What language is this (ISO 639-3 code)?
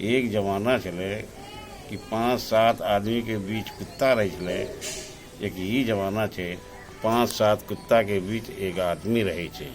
anp